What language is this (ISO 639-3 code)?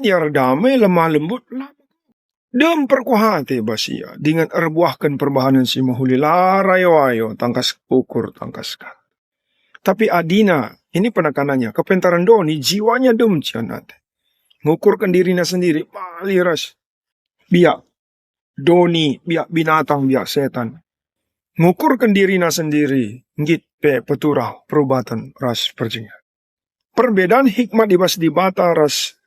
btx